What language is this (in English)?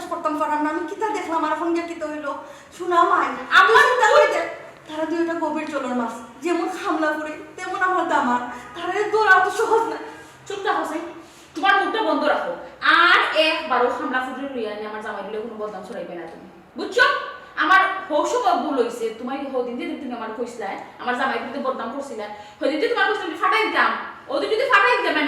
Sylheti